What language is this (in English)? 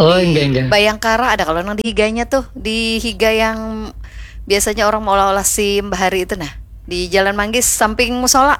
Banjar